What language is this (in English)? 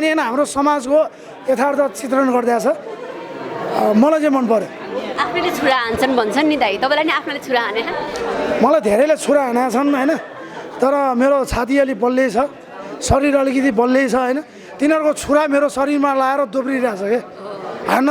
Nepali